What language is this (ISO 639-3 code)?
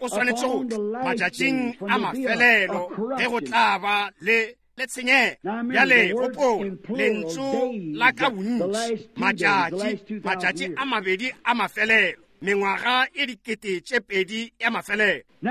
nso